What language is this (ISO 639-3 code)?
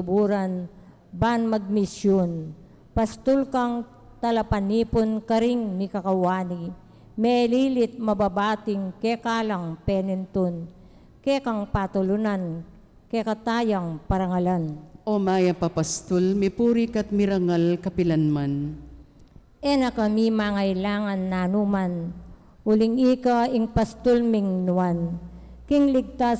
pam